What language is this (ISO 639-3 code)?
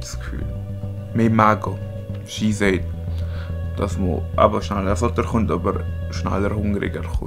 gsw